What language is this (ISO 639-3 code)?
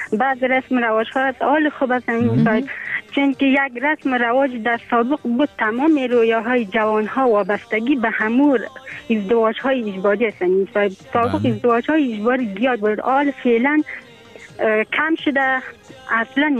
fas